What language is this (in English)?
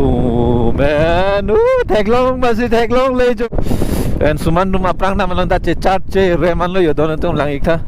Karbi